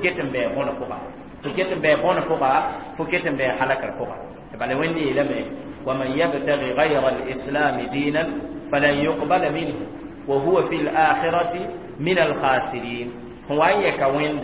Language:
Mossi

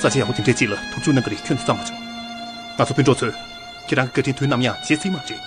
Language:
Tibetan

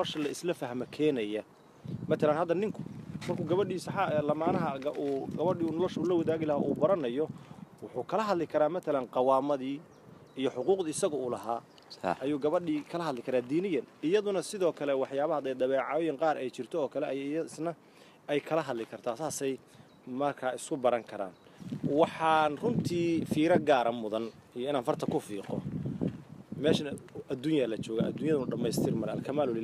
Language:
Somali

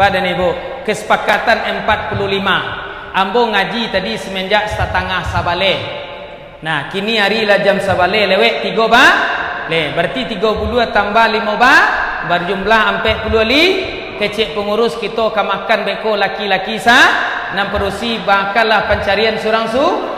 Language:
Minangkabau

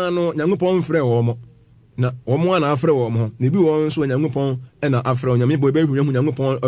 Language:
Akan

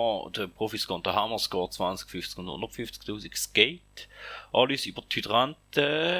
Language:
Swiss German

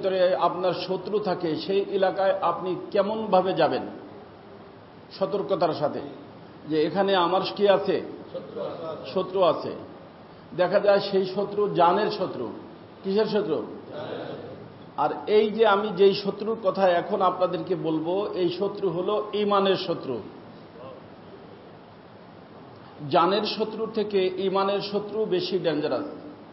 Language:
Bangla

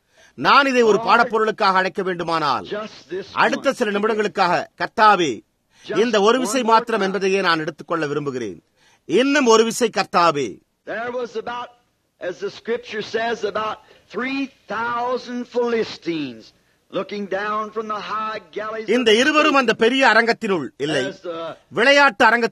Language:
Tamil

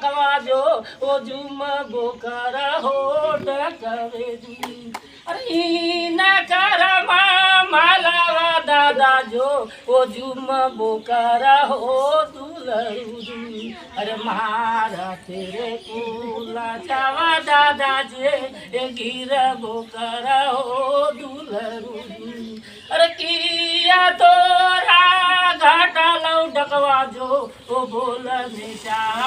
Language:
Magahi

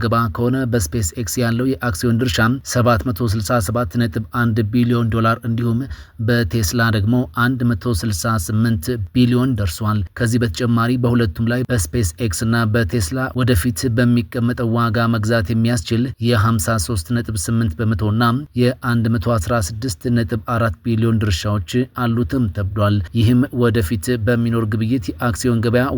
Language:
Amharic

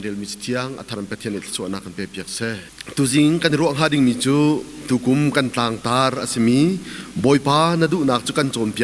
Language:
Hakha Chin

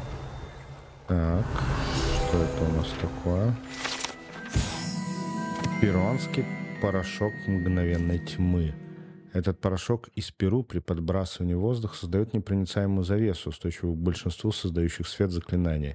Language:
Russian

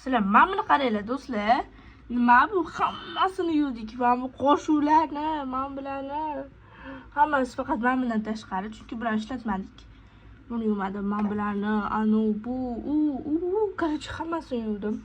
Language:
Uzbek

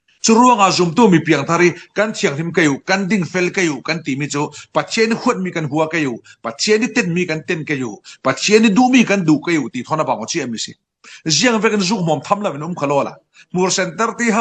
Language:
Falam Chin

